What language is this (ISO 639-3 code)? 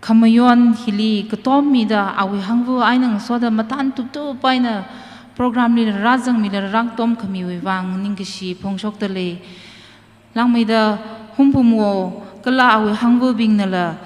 nmf